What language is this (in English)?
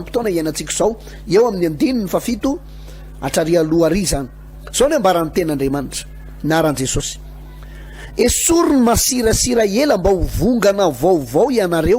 Malagasy